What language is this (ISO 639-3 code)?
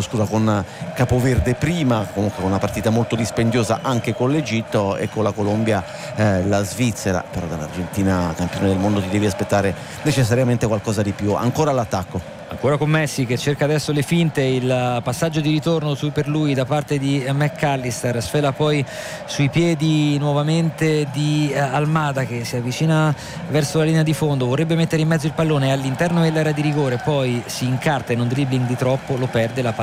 ita